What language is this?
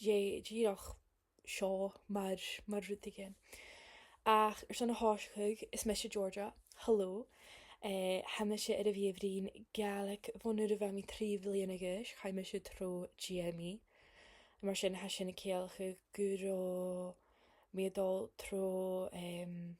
Scottish Gaelic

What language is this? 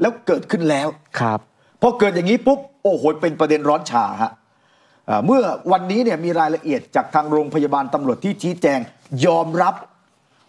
Thai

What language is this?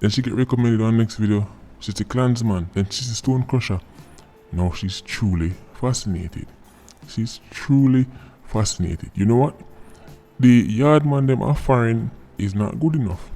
Jamaican Creole English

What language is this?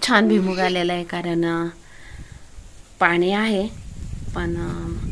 Marathi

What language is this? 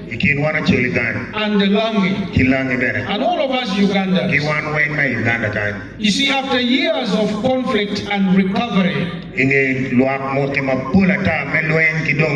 Acoli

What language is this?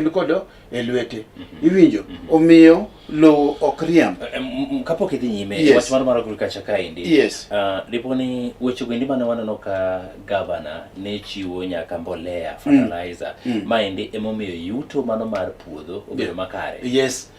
Luo (Kenya and Tanzania)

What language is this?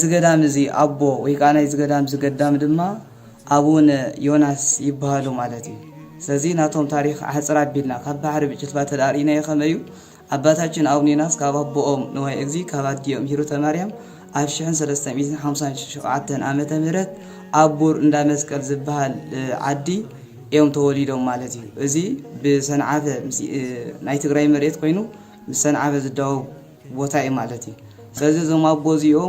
Tigrinya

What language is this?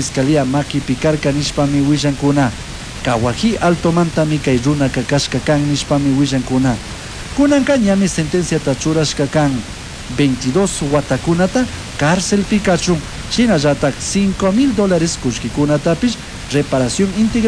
Chimborazo Highland Quichua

